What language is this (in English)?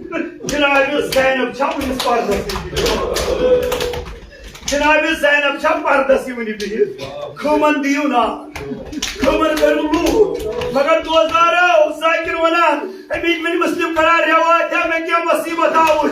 Kashmiri